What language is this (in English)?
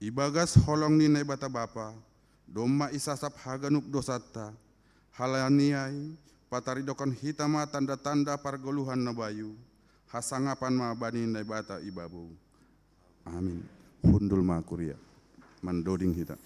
Batak Simalungun